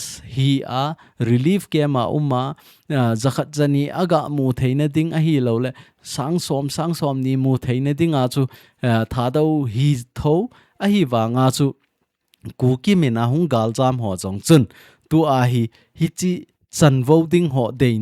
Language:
Thado Chin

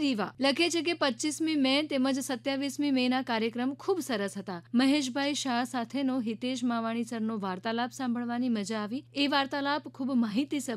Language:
Gujarati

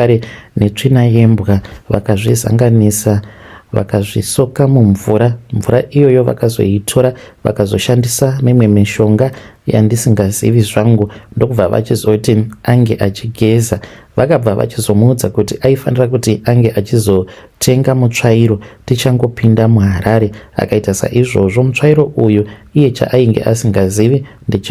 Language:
Shona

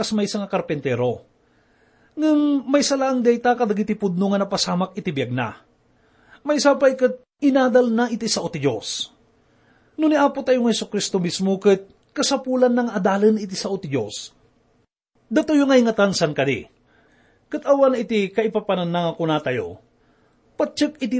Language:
Iloko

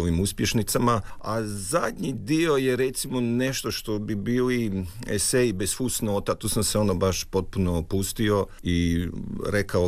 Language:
Croatian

